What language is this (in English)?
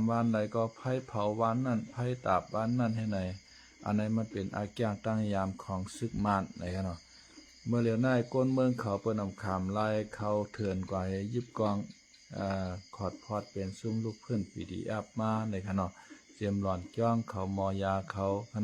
Shan